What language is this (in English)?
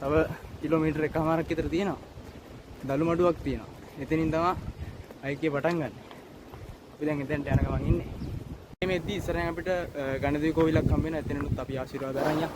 Sinhala